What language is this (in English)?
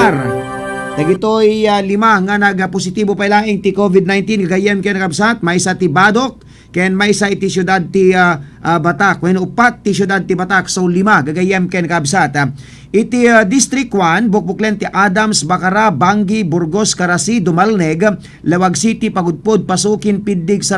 Iloko